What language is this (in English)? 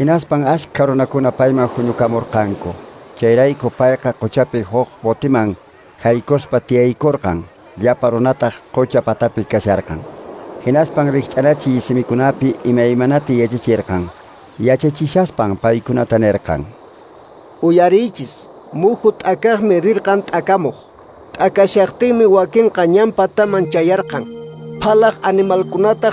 Quechua